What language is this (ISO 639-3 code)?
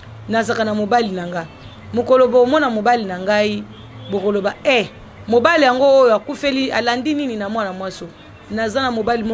lin